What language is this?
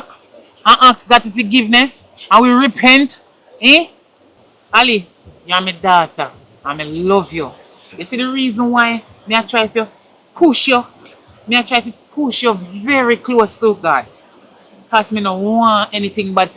Jamaican Creole English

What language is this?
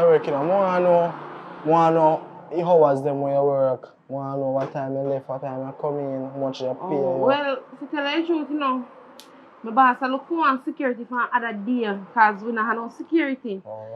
Jamaican Creole English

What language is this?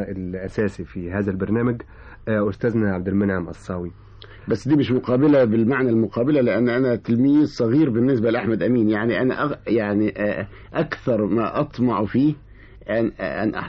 Egyptian Arabic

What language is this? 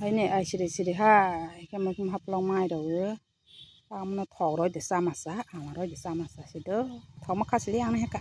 Kok Borok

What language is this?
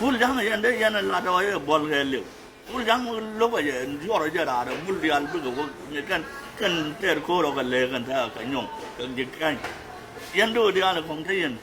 Nuer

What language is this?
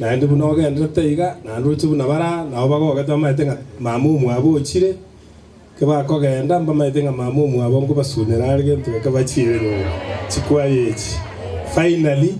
Gusii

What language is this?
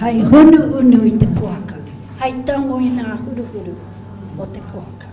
Māori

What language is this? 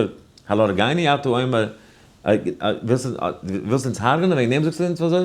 Yiddish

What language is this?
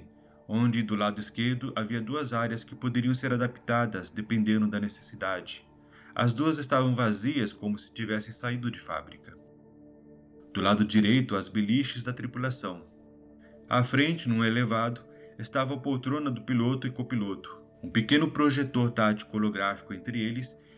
Portuguese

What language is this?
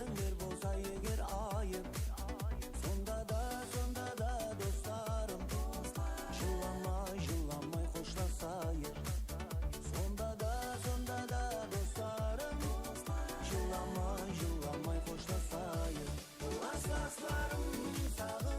Kara-Kalpak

